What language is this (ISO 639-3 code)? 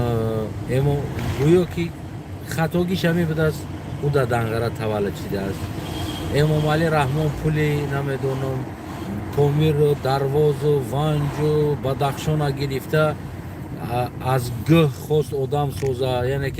tgk